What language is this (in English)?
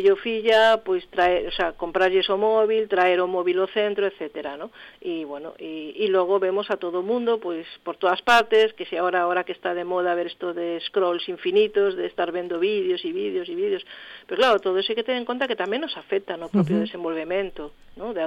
Galician